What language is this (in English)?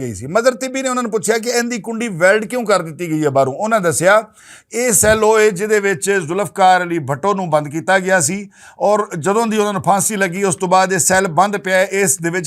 Western Panjabi